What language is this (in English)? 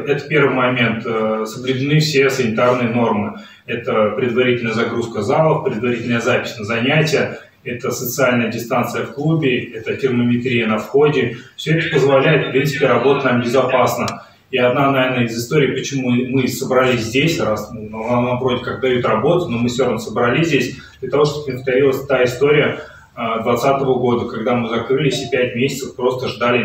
Russian